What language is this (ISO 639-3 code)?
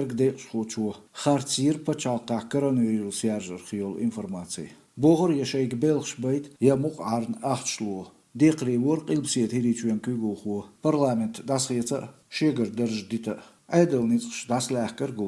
che